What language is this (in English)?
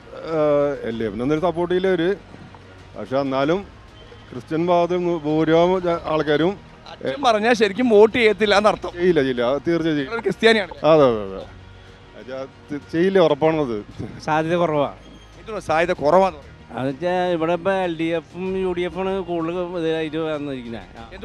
Malayalam